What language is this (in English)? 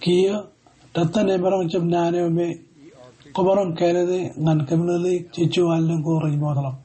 Marshallese